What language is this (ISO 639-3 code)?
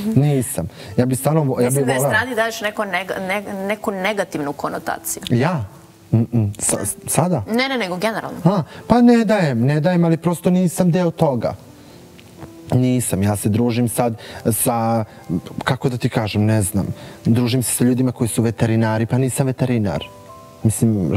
srp